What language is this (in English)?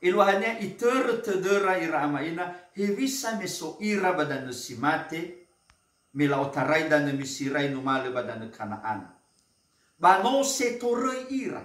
Nias